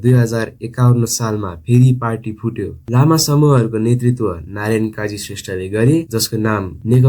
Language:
Nepali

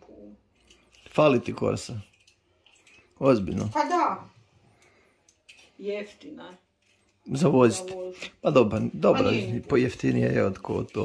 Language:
Croatian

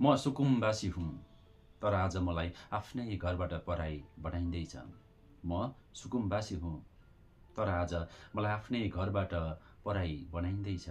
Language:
Nepali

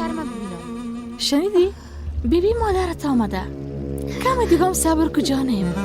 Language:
Persian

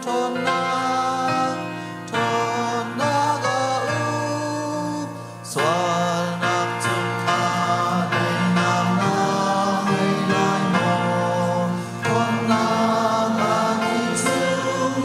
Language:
Hakha Chin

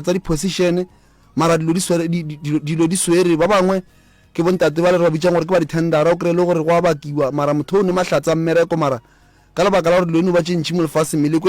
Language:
Northern Sotho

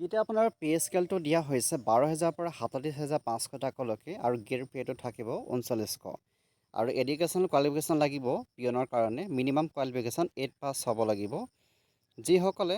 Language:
Assamese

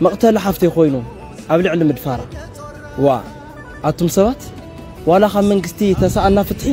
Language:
Tigrinya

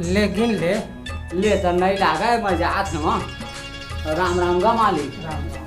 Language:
Chhattisgarhi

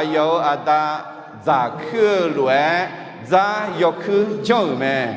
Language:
Akha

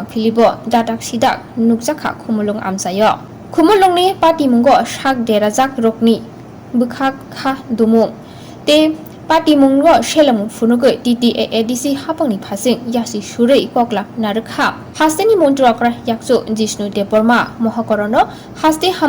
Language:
Kok Borok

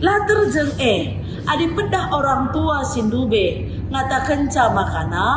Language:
Batak Karo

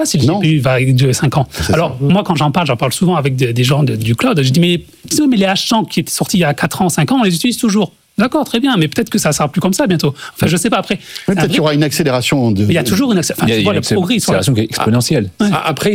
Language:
French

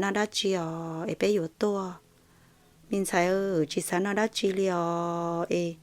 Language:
Hmong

